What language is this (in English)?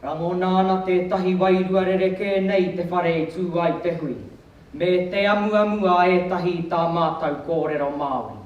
Māori